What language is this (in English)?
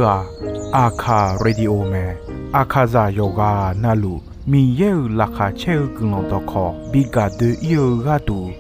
Akha